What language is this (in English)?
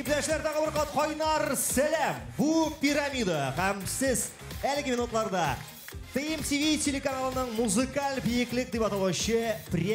Tatar